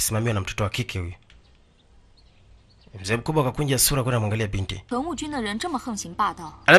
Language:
Swahili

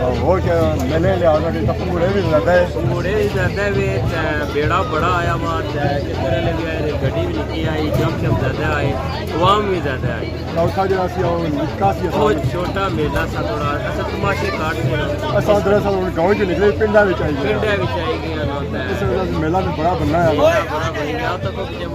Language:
Pahari-Potwari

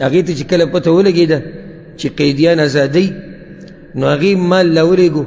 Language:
Pashto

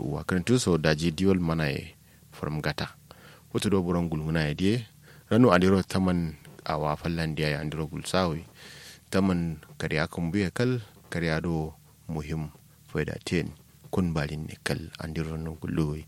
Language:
Kanuri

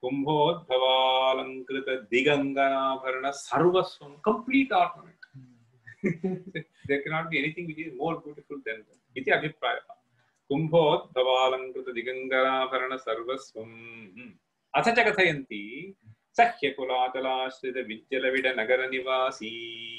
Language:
Sanskrit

